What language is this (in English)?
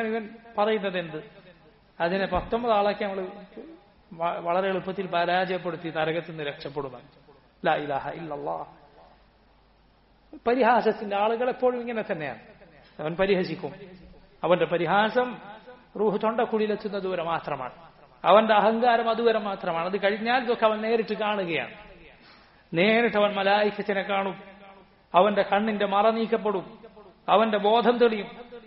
Malayalam